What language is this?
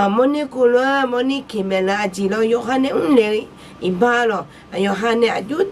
Akha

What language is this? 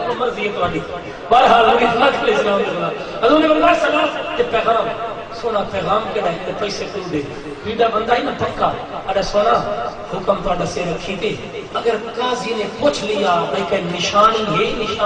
Saraiki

